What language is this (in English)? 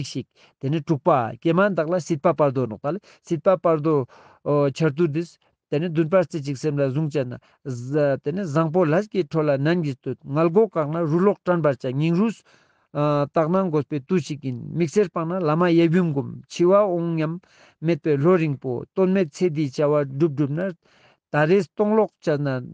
Ladakhi